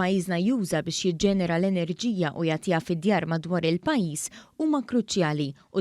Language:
Maltese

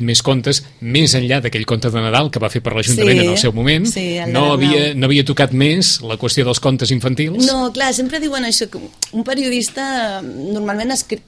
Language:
Catalan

